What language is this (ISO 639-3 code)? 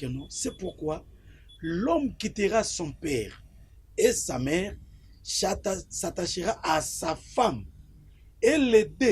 lin